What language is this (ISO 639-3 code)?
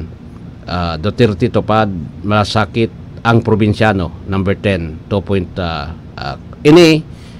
bik